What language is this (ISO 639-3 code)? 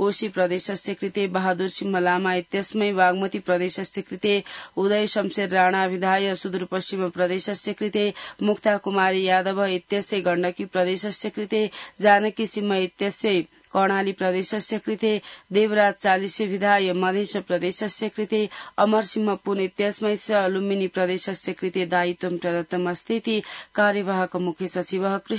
san